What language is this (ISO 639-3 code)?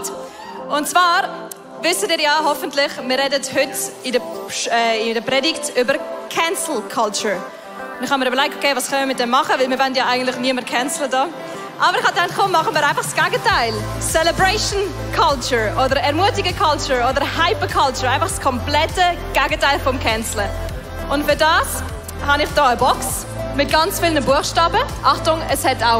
gsw